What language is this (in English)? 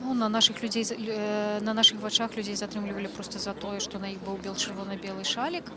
Belarusian